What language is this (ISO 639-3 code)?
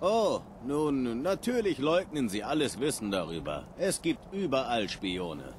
bar